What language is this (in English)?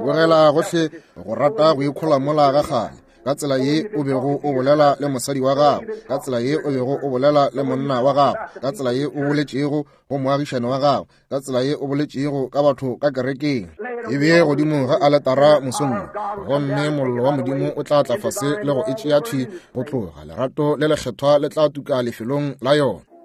Northern Sotho